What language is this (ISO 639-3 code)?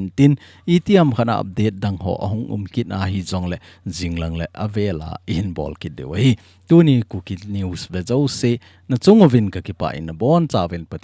tcz